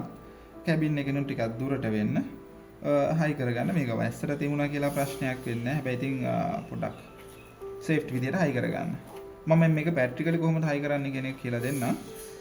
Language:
Sinhala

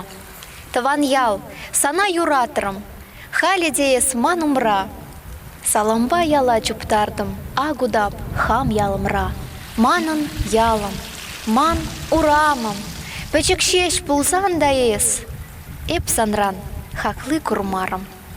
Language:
Chuvash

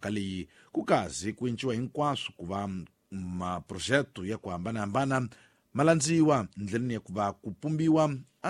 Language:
Tsonga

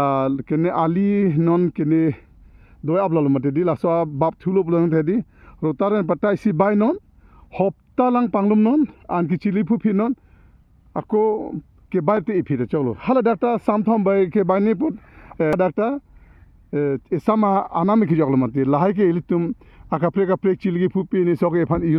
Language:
Karbi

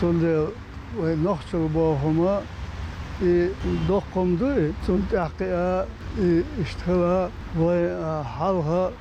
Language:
Chechen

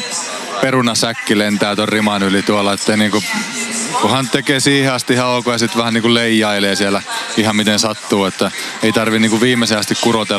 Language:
Finnish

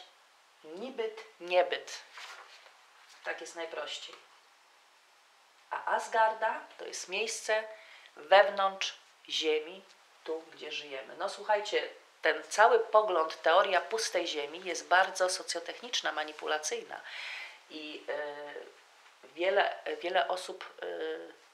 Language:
Polish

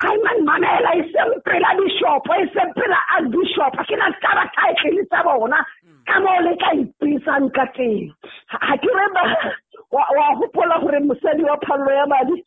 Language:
Southern Sotho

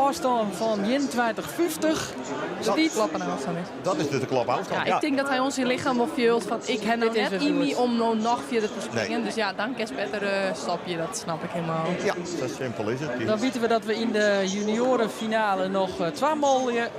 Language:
Western Frisian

